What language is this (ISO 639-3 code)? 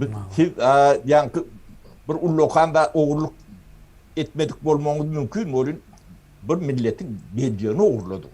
tuk